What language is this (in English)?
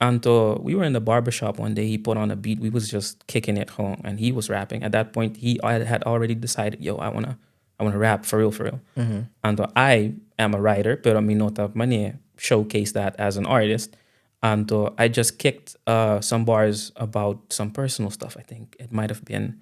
Papiamento